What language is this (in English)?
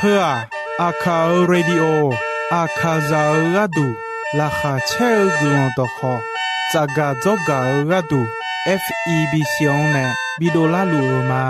Akha